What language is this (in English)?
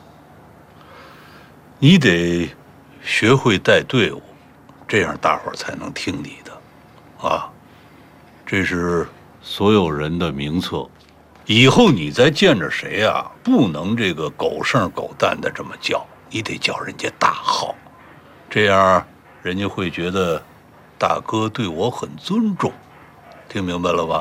Chinese